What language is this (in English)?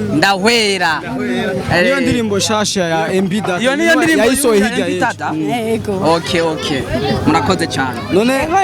Rundi